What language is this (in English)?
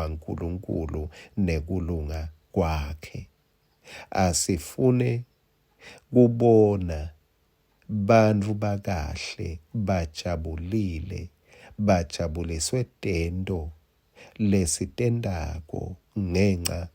Swati